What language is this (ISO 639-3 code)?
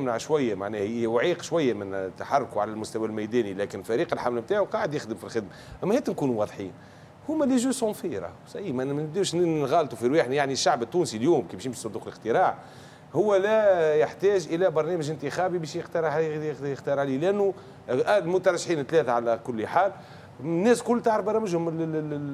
aeb